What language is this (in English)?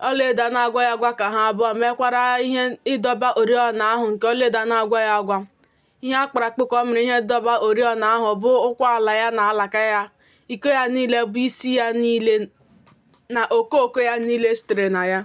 Igbo